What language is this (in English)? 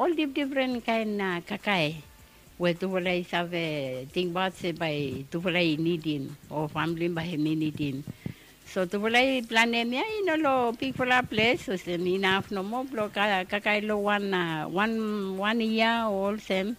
Bislama